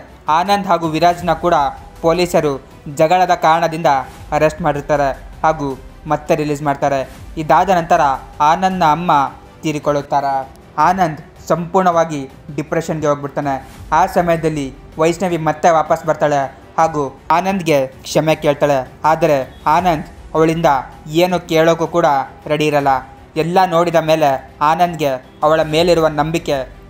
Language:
Kannada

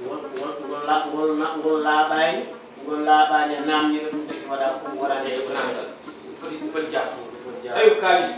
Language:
Fula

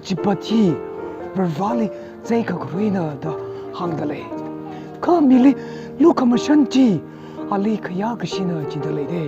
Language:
Tangkhul Naga (India)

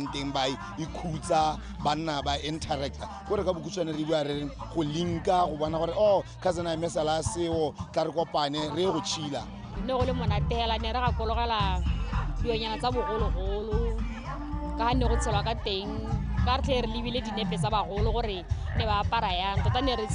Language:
Tswana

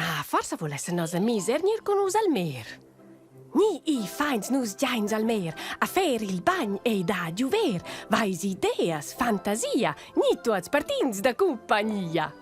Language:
Romansh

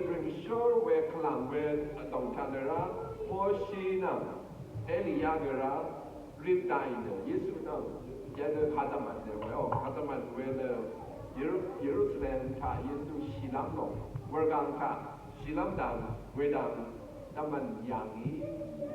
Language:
Rawang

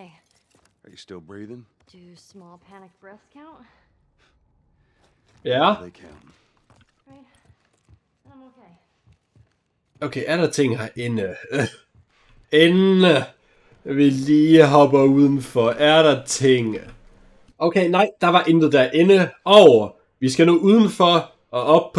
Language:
Danish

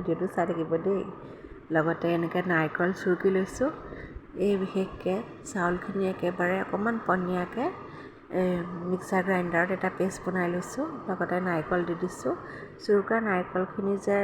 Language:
Assamese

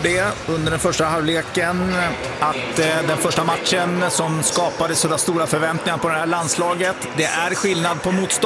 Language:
Swedish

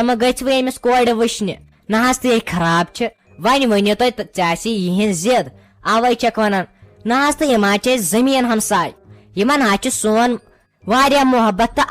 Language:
Kashmiri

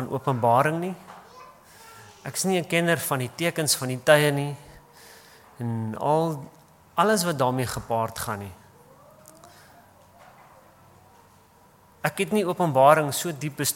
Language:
Afrikaans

